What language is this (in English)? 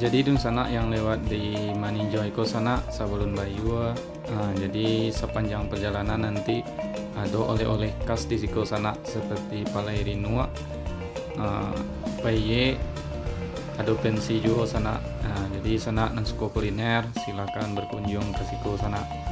Minangkabau